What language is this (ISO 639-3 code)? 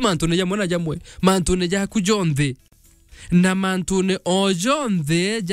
mer